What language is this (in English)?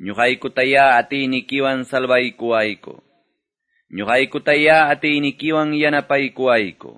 Quechua